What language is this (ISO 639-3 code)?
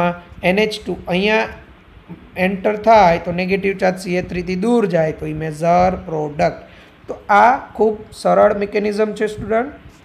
guj